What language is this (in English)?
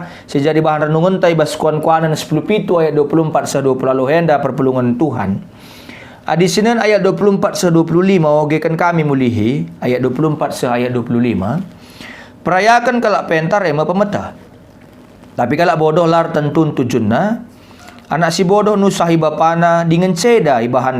Batak Karo